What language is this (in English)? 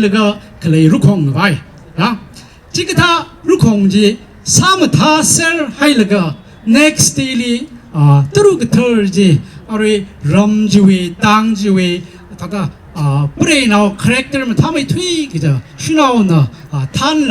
Tangkhul Naga (India)